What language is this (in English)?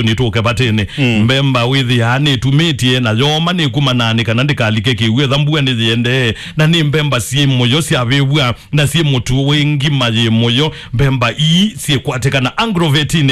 Kamba